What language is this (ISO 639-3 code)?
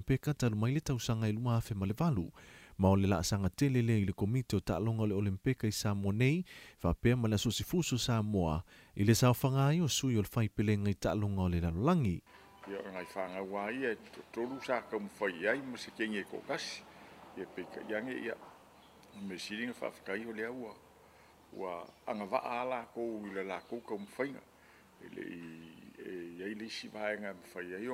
smo